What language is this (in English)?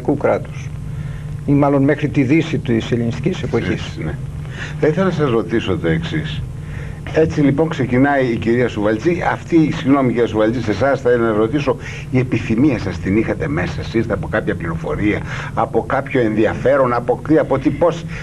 Greek